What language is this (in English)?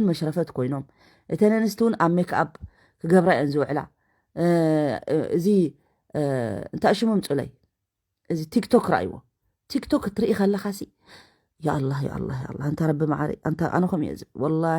Tigrinya